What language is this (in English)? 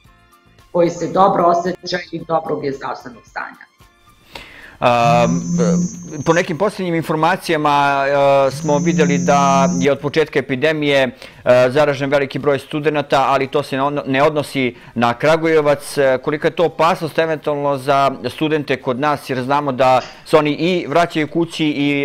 Serbian